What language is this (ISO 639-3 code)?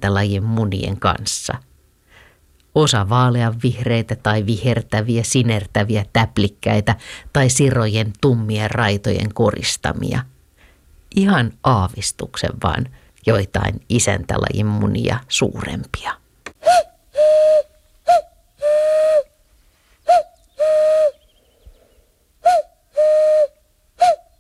fin